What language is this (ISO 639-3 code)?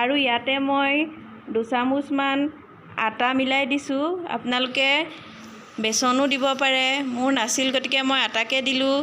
asm